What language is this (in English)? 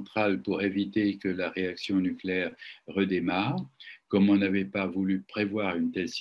French